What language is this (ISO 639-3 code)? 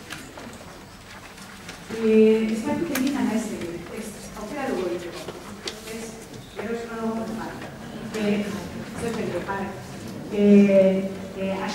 eus